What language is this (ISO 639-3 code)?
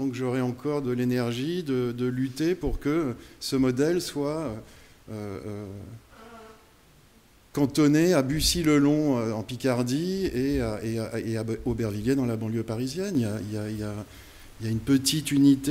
fra